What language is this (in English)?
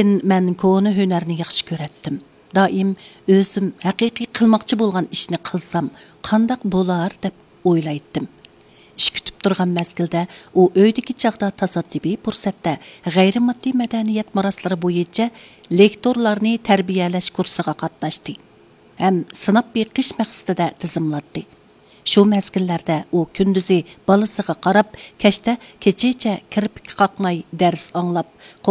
Uyghur